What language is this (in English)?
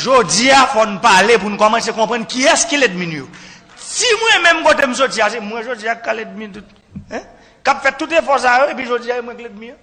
Haitian Creole